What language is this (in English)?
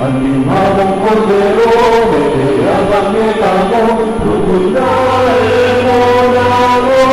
Pampanga